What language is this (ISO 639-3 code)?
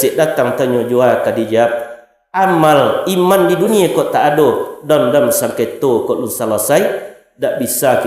min